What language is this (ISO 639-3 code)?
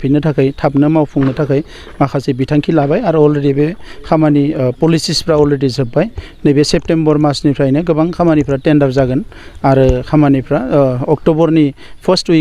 brx